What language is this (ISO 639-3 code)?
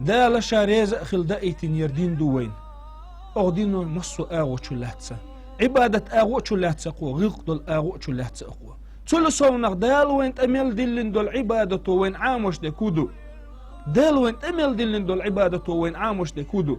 che